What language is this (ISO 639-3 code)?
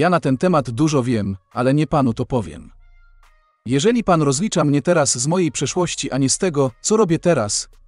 pol